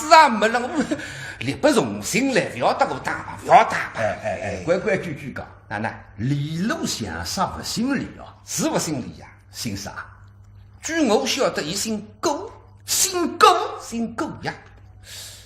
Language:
Wu Chinese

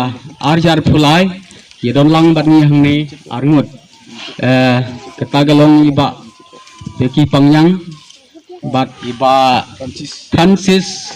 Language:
Khasi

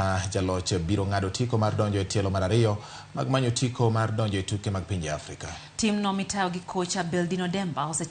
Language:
Luo (Kenya and Tanzania)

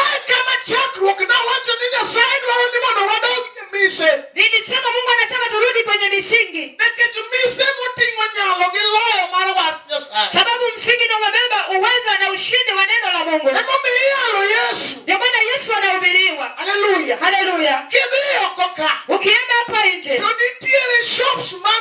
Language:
Luo (Kenya and Tanzania)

